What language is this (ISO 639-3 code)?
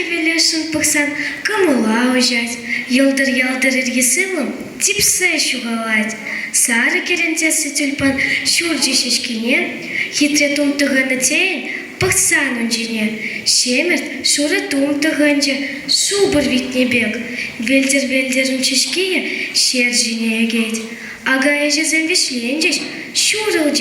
chv